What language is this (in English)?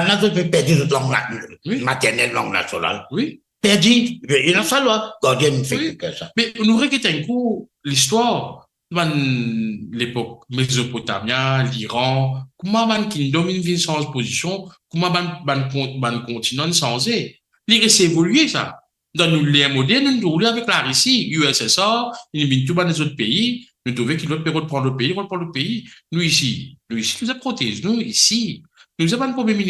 Morisyen